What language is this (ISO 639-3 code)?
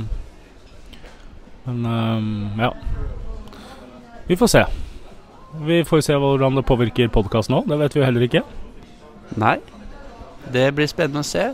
nor